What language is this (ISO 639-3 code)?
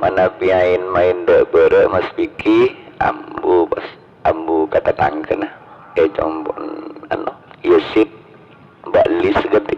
mad